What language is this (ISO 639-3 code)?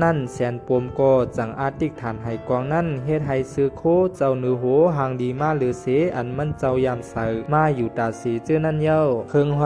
shn